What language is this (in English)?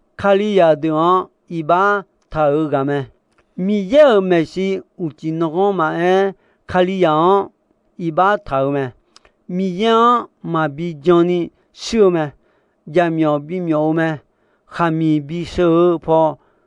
Akha